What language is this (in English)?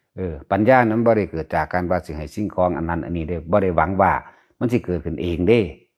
Lao